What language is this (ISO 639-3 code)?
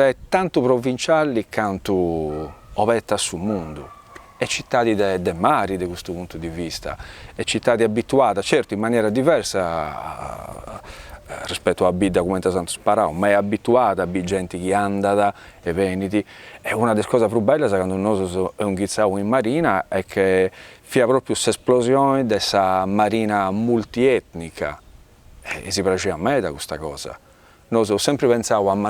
srd